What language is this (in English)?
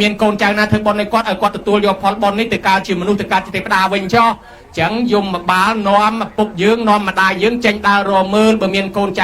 Khmer